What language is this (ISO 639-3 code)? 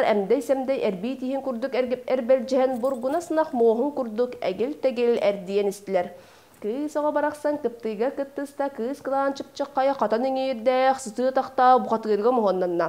sah